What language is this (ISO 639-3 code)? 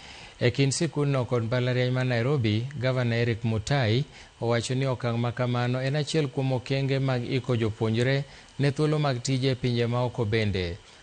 luo